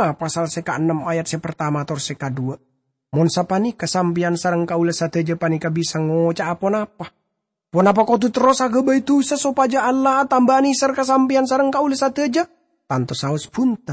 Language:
Madurese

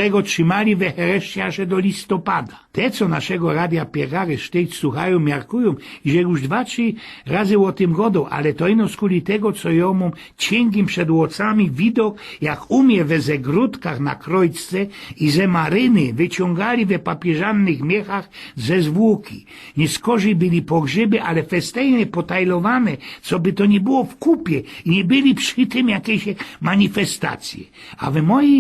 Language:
Silesian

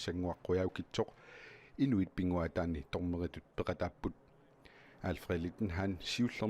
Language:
Kalaallisut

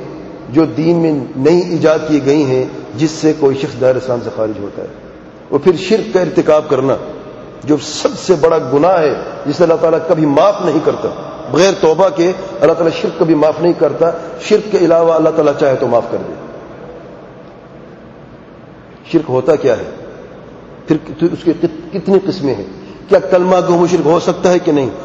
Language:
Urdu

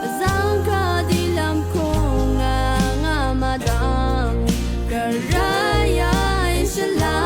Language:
Rawang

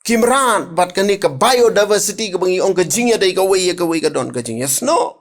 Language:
Khasi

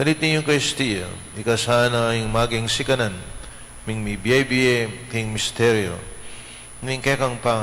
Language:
Pampanga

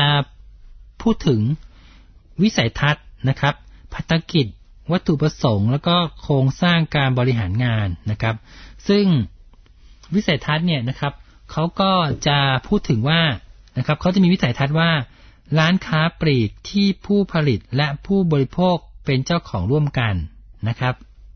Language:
Thai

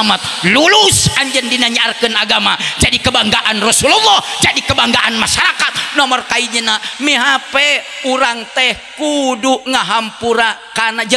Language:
Sundanese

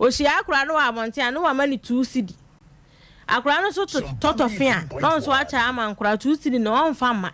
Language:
Akan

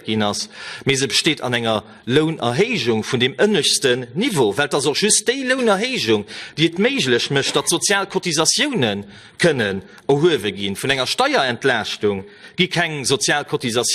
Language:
Luxembourgish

